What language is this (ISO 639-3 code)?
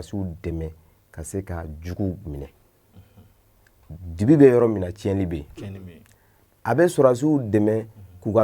bam